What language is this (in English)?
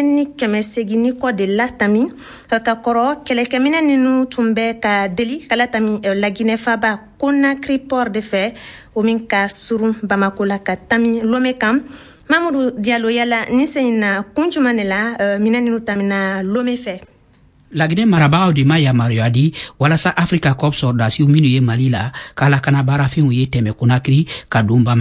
Bambara